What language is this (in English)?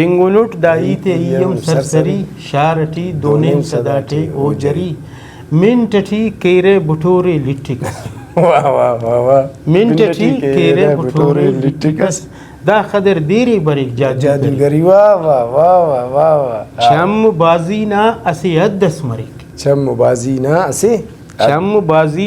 Brahui